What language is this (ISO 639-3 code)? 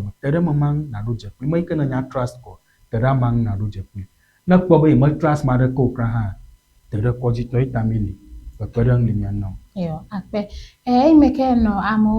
ewe